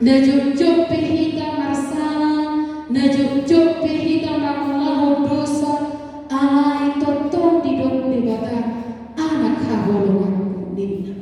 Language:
Batak Toba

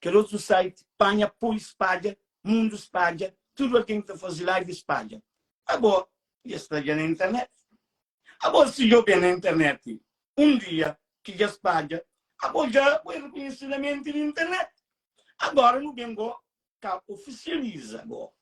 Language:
Kabuverdianu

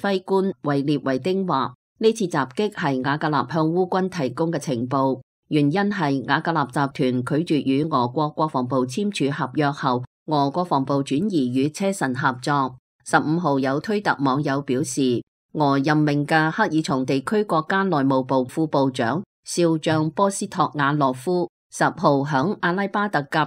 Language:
Cantonese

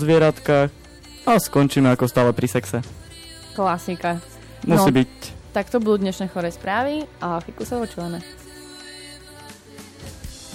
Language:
Slovak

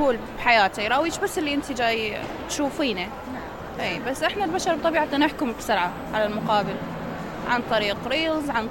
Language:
Mesopotamian Arabic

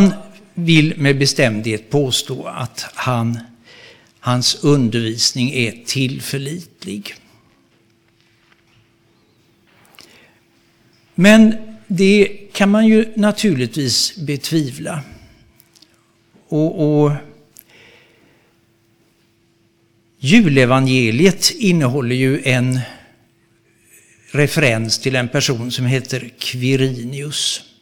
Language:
Swedish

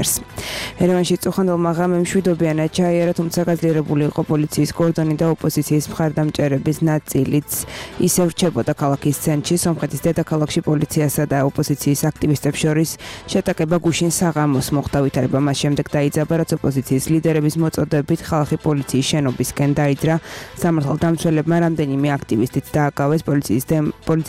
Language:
Georgian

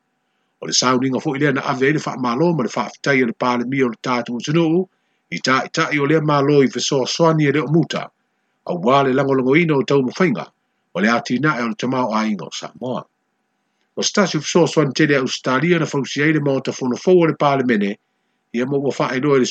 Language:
Samoan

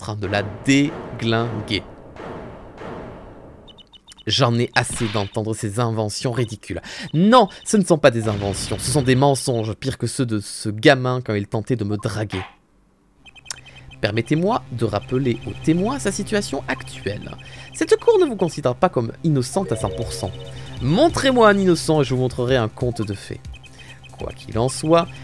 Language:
French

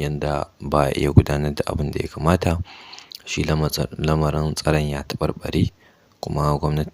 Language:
Hausa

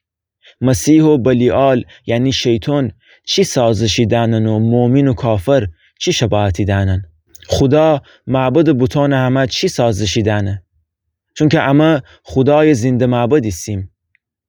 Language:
Gilaki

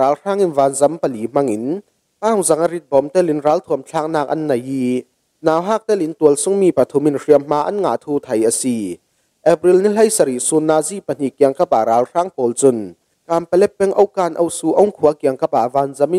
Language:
Falam Chin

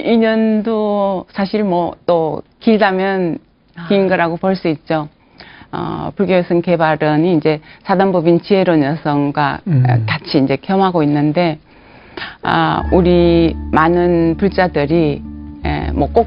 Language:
Korean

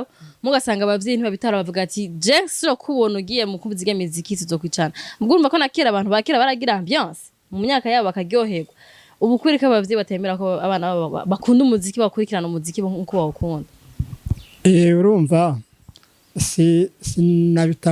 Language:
Rundi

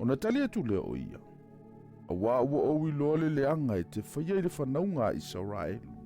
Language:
Samoan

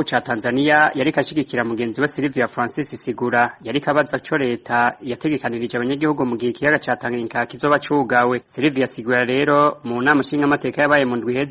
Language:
Rundi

